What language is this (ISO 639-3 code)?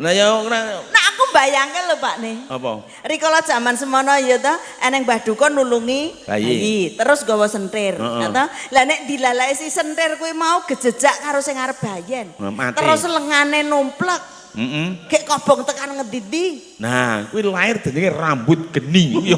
jav